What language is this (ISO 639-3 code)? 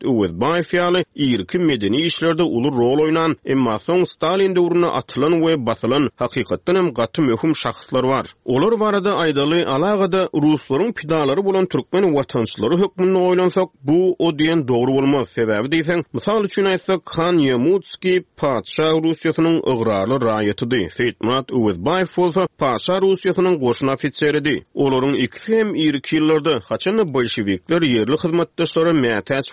tuk